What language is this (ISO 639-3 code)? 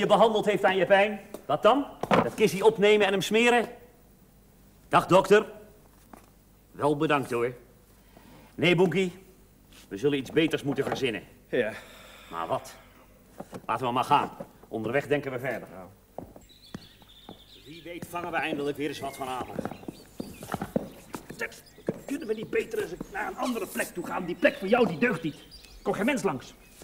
nld